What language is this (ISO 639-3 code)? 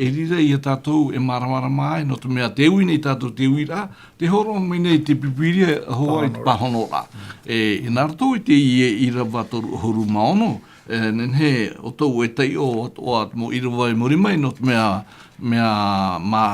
tah